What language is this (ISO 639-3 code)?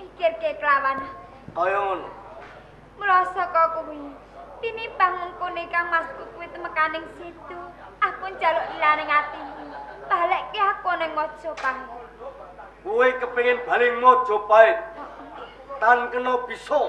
jav